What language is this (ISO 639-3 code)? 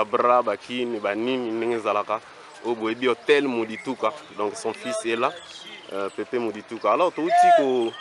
lin